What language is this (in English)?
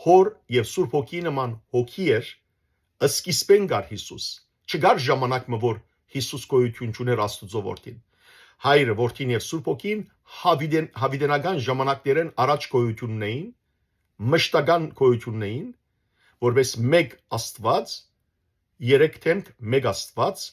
Western Armenian